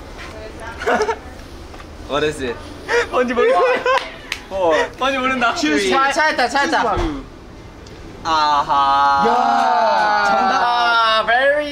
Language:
Korean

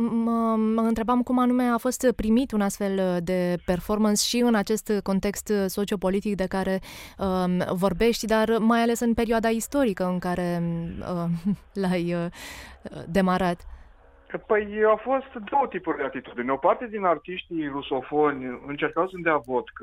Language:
Romanian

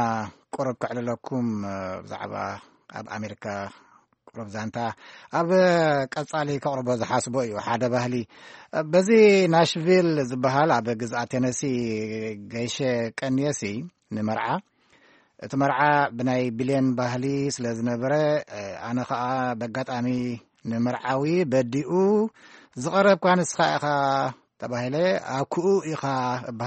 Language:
Tigrinya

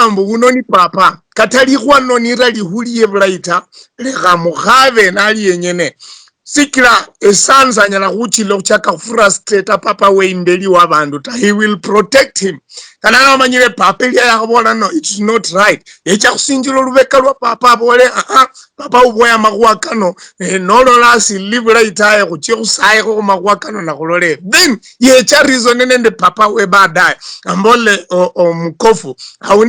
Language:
Luyia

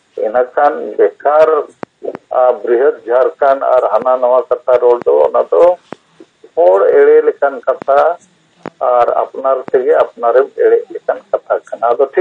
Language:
Santali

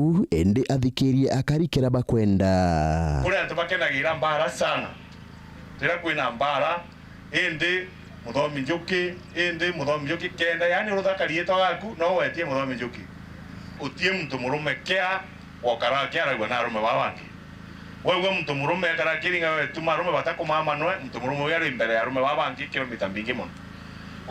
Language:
Meru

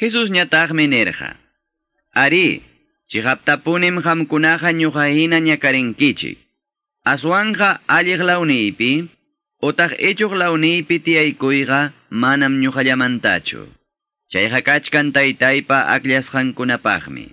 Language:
Quechua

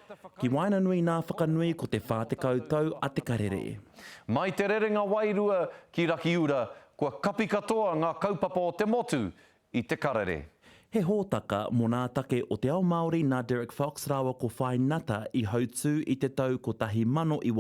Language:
Māori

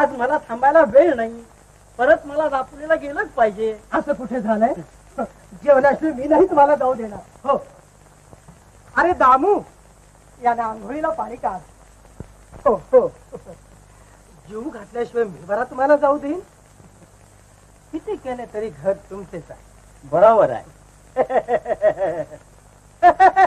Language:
Marathi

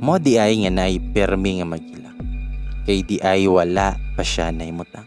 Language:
Cebuano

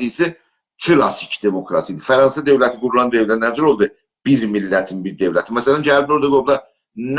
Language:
South Azerbaijani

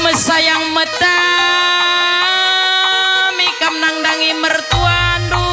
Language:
Batak Karo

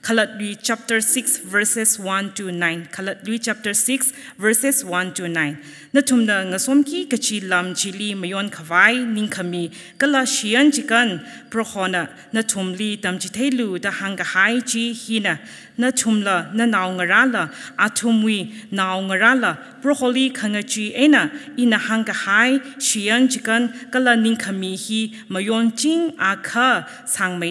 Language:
Tangkhul Naga (India)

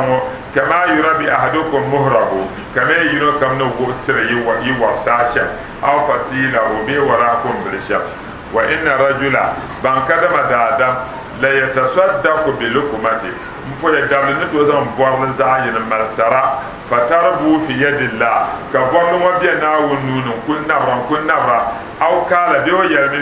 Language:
Dagbani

